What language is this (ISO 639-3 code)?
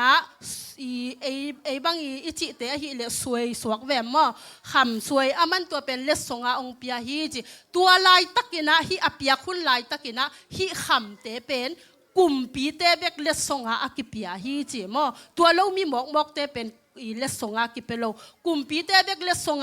ctd